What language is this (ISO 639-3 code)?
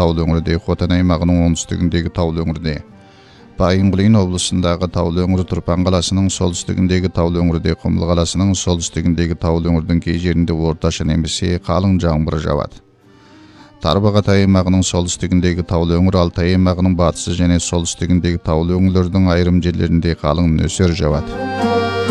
kaz